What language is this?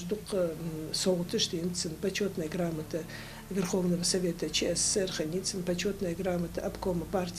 Ingush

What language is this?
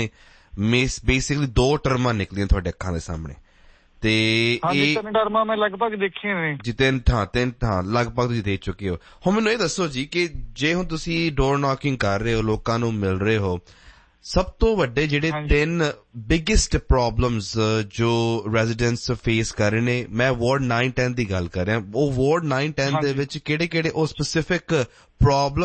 Punjabi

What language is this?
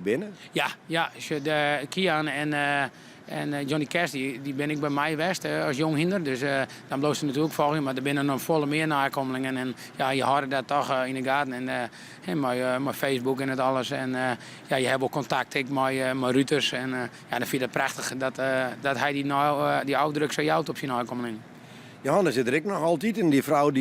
Western Frisian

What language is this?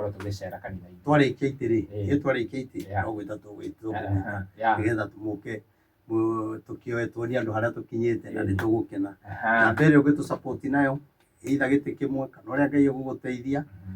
Kikuyu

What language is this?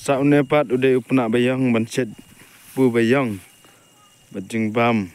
Khasi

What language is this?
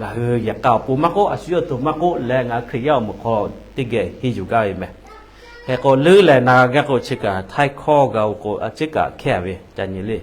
Lahu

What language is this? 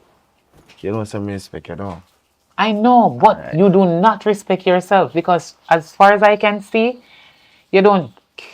Jamaican Creole English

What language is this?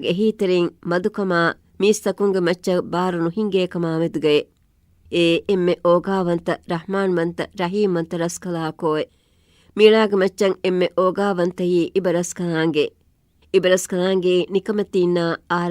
Divehi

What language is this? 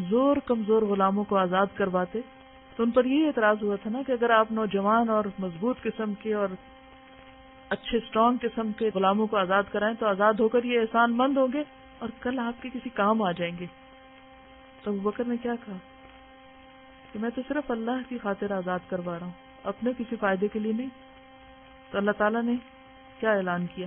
Urdu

